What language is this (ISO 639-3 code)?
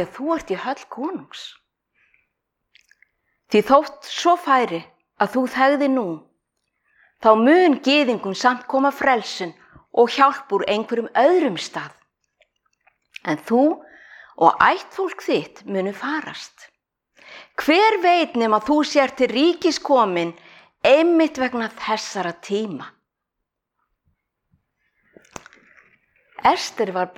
isl